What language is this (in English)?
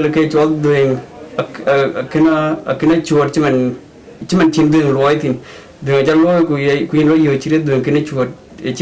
Dinka